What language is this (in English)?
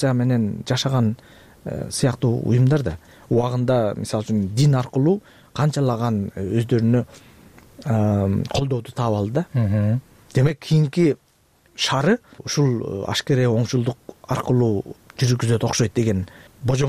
Kyrgyz